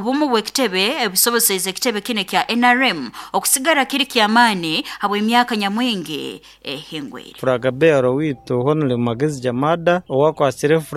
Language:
Nyoro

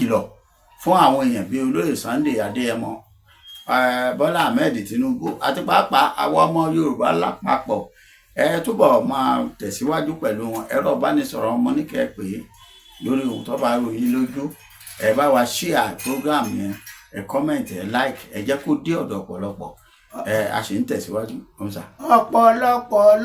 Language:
Yoruba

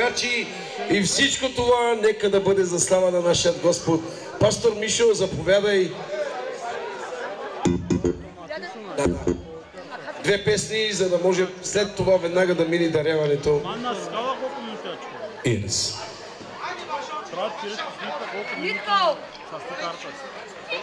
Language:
Bulgarian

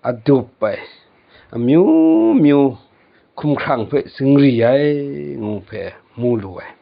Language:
Kachin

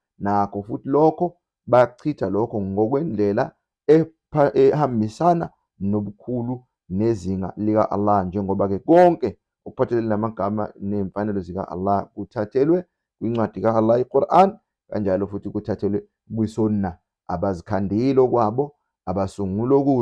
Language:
Zulu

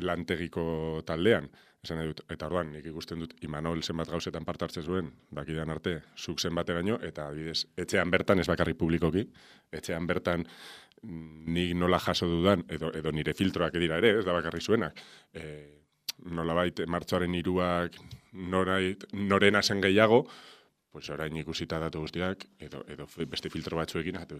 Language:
Basque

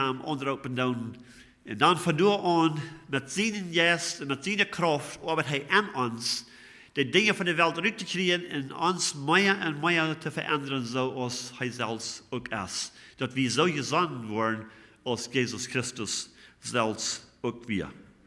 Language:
Plautdietsch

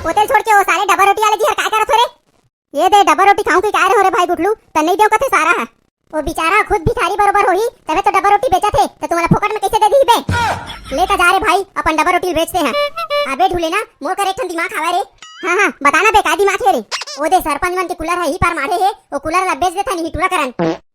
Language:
Chhattisgarhi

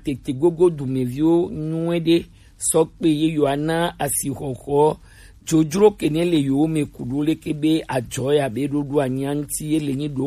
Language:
Gen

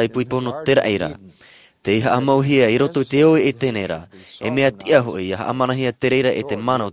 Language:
Tahitian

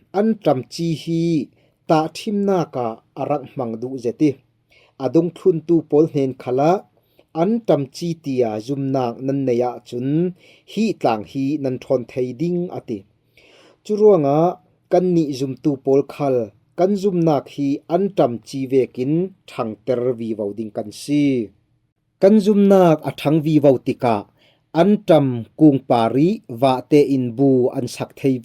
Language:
Falam Chin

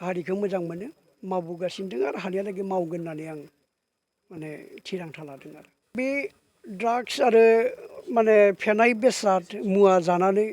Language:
Bodo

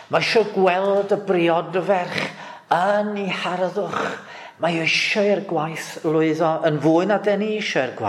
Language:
Welsh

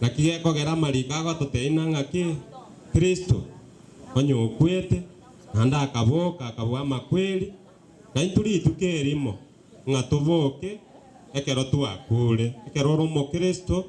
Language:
Gusii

